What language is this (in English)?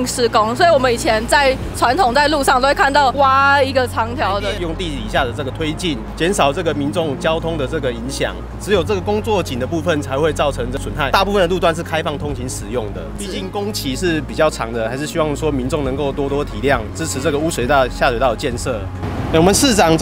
Chinese